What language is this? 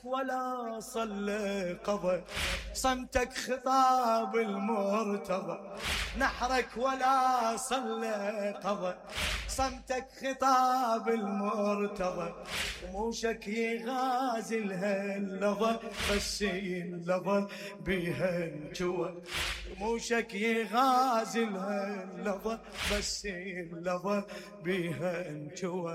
Mesopotamian Arabic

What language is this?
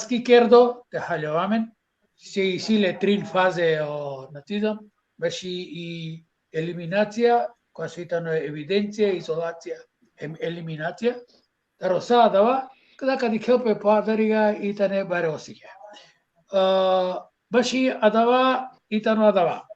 Balkan Romani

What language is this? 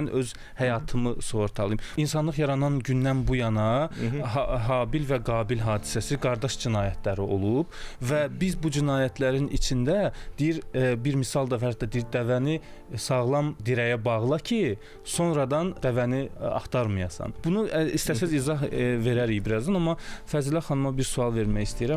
Azerbaijani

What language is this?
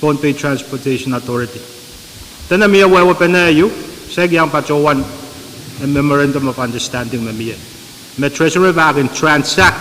Pohnpeian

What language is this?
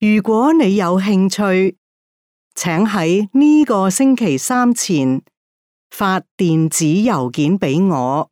Cantonese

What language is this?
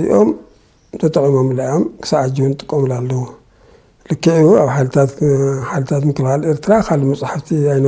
Tigrinya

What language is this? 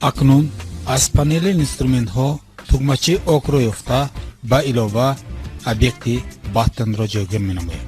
Tajik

